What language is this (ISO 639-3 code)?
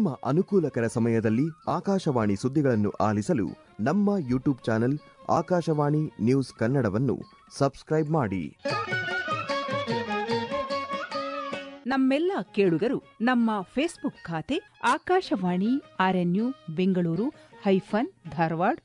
kan